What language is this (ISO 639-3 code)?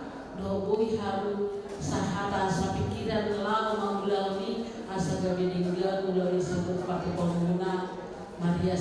bbc